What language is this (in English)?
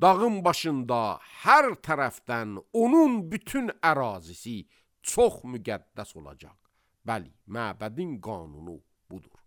Azerbaijani